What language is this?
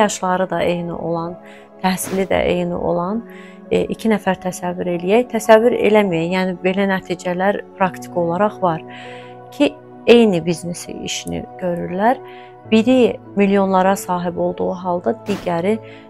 Azerbaijani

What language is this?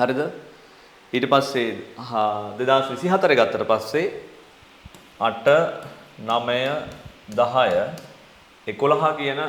Sinhala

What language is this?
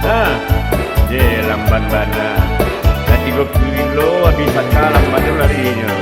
Minangkabau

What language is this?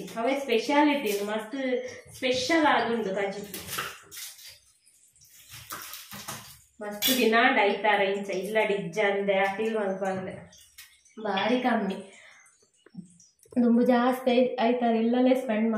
Tulu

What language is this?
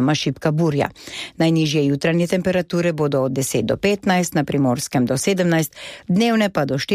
Slovenian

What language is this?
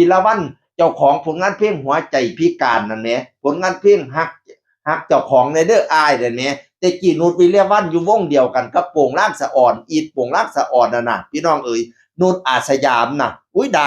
Northeastern Thai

